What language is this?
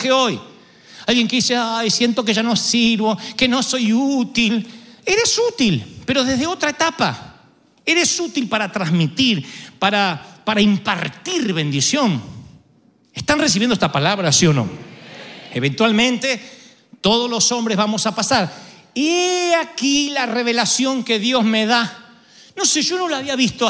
Spanish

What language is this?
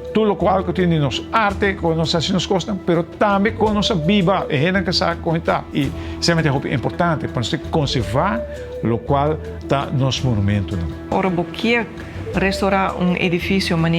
Papiamento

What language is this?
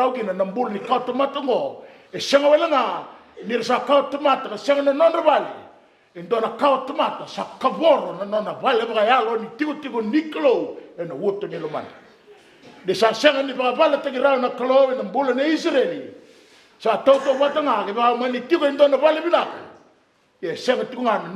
Fijian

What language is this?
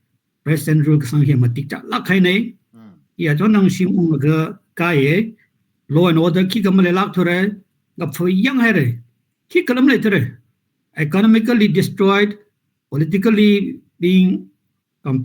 Tangkhul Naga (India)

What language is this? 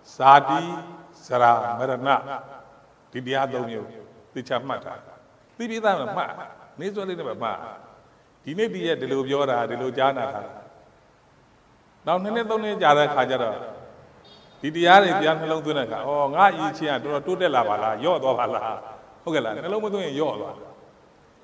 Burmese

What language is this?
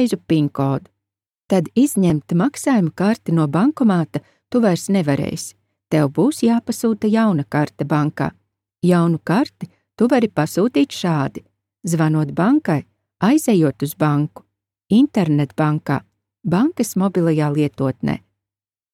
Latvian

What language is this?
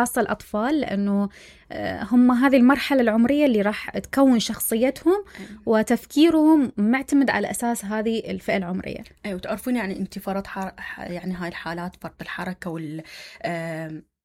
Mesopotamian Arabic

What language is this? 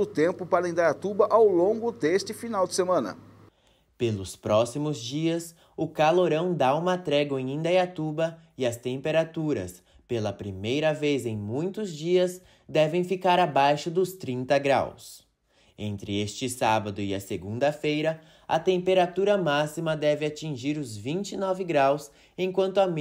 Portuguese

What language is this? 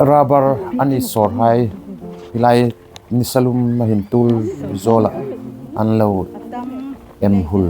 Hmar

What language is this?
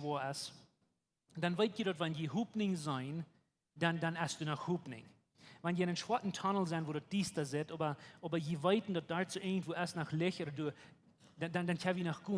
Plautdietsch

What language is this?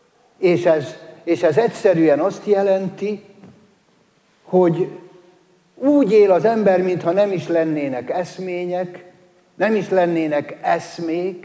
Hungarian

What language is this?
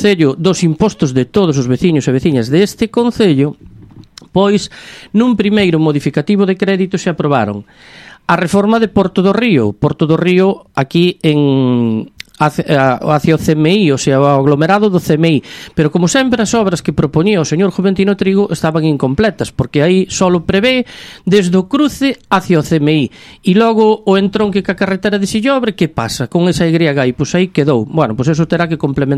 Galician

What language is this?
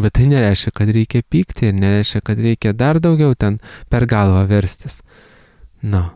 Lithuanian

